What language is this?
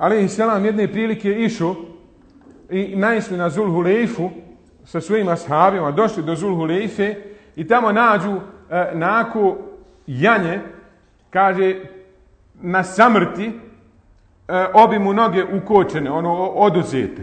Bosnian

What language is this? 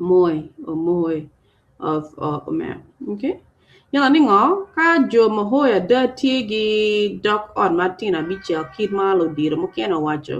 Acoli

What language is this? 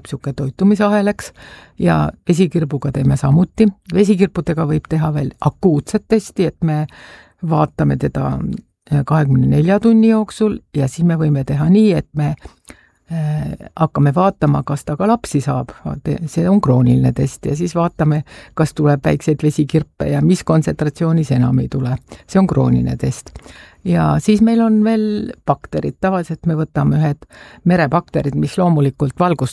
Estonian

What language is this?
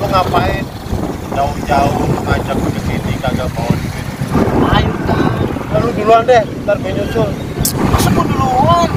Betawi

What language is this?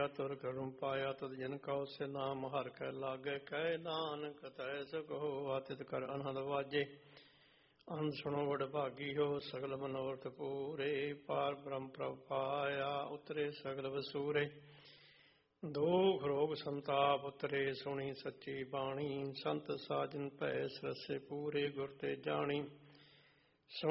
Punjabi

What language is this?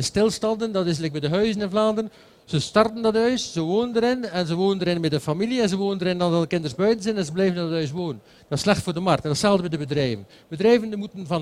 Dutch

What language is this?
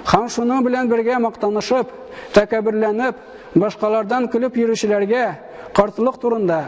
Tatar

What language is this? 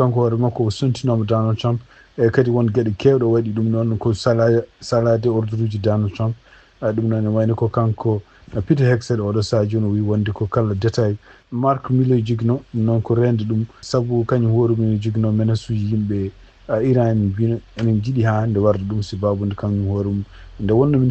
Fula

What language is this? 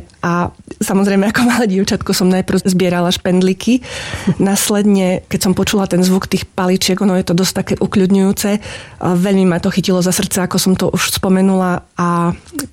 Slovak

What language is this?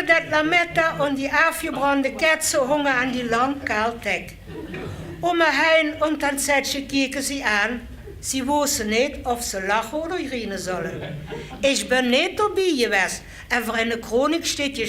Limburgish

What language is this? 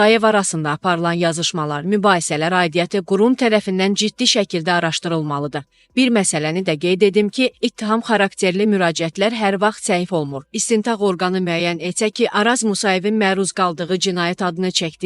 Azerbaijani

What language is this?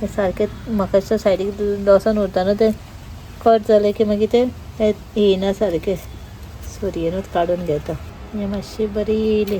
Konkani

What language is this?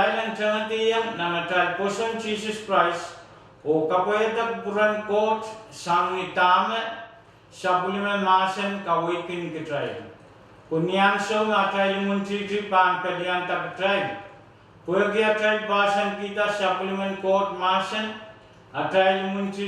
Pohnpeian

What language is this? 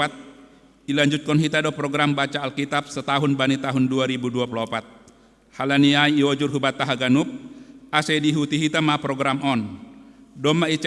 Batak Simalungun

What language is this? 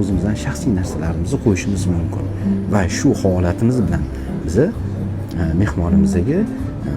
Uzbek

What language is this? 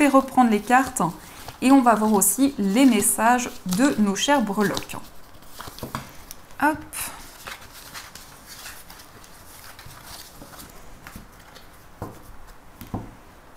French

